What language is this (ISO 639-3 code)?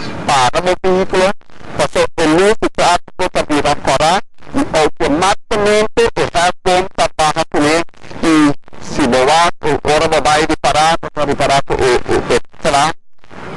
pap